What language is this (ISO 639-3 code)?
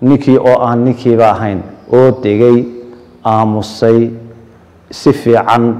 som